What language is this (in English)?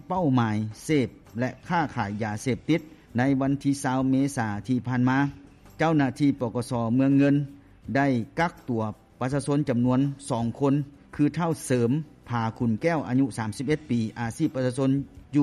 Lao